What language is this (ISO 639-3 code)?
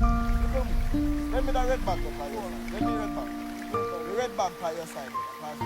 jam